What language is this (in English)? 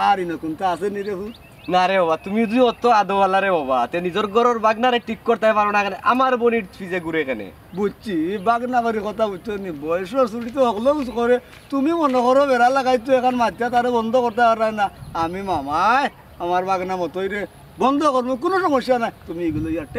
Sylheti